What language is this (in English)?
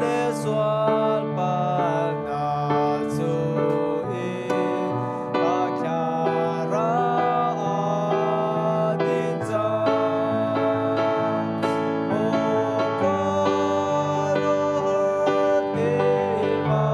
Hakha Chin